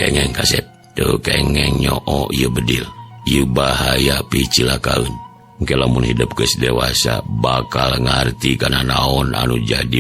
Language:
Sundanese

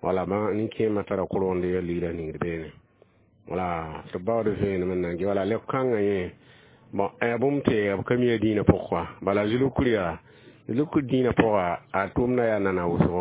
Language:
Mossi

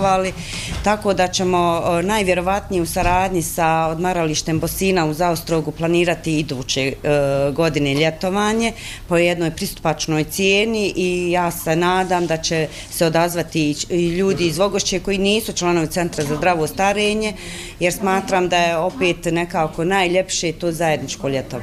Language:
Bosnian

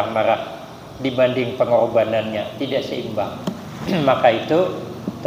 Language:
Banjar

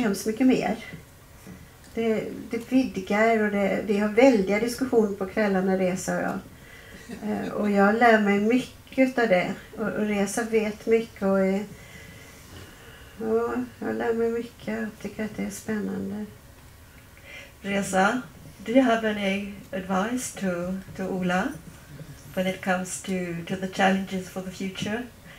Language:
Swedish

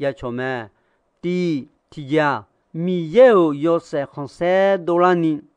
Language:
Akha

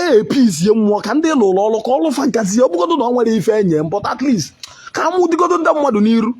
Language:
Igbo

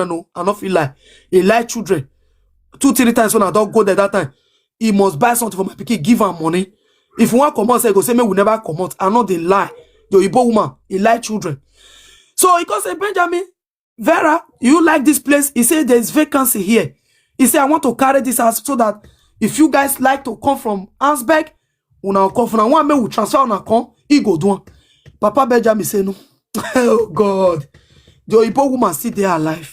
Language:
Nigerian Pidgin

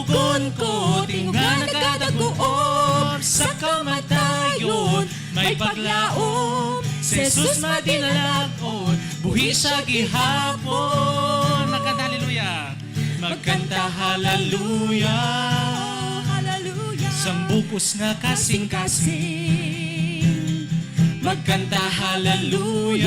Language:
Hiligaynon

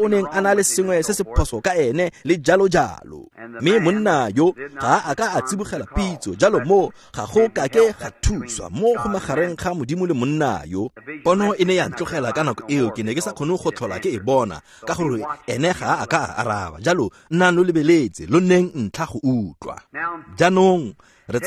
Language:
Tswana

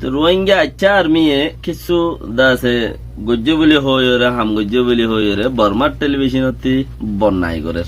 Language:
Rohingya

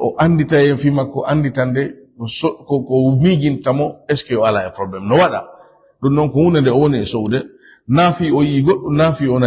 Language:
Fula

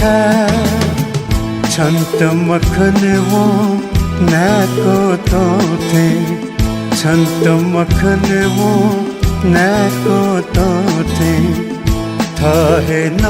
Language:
Newari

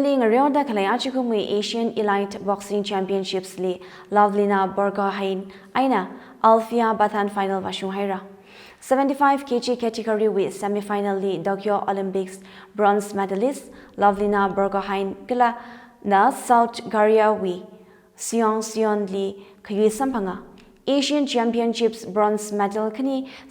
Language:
Tangkhul Naga (India)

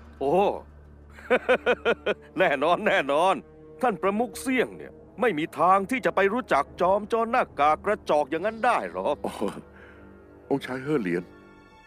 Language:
Thai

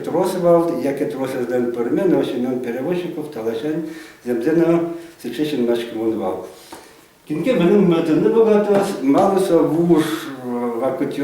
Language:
Udmurt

